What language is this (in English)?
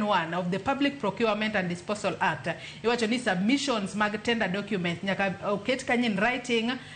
Luo (Kenya and Tanzania)